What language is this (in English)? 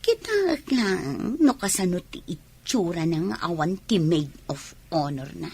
Iloko